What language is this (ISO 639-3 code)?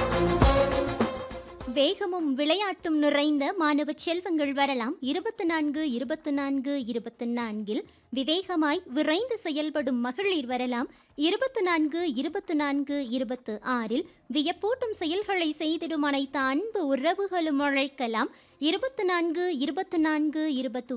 tam